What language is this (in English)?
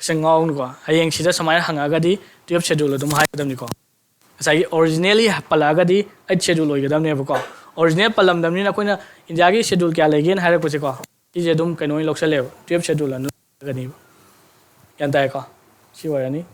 Manipuri